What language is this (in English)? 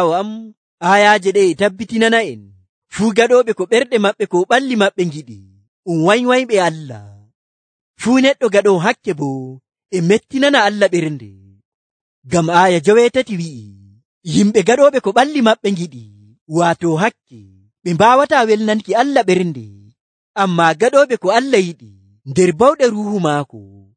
Nigerian Fulfulde